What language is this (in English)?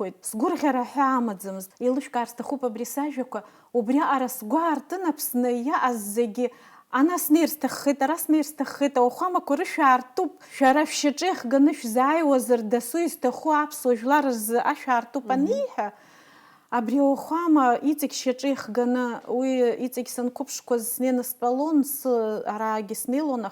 Abkhazian